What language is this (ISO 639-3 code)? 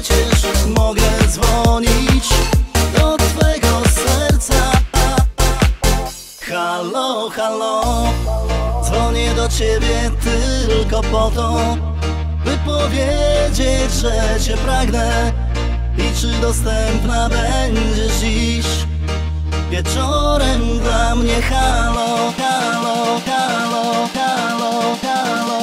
pol